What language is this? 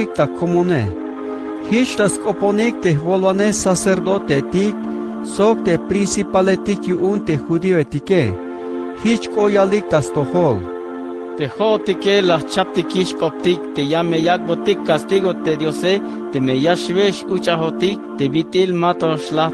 Tzeltal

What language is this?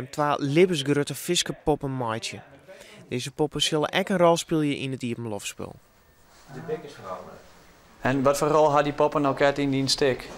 Western Frisian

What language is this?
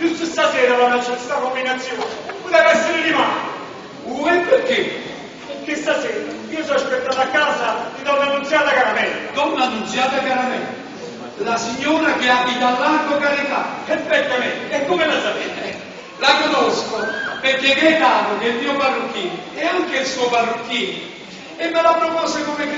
Neapolitan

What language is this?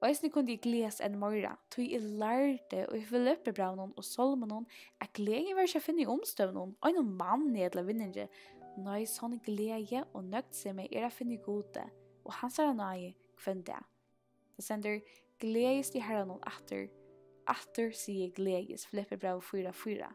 Faroese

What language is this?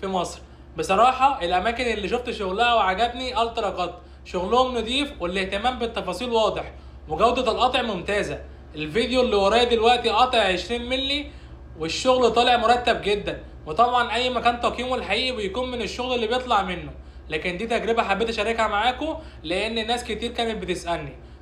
Egyptian Arabic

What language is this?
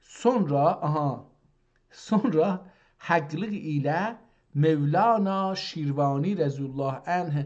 South Azerbaijani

